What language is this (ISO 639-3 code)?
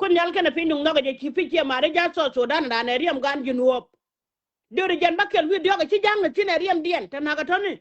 nus